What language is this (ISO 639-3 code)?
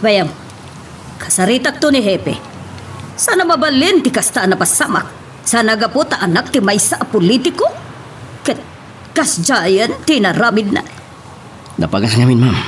ilo